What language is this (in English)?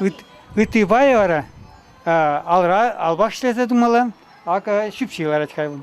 Chuvash